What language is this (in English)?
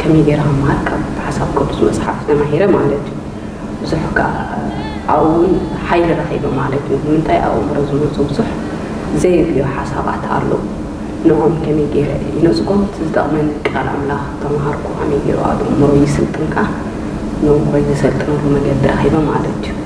Tigrinya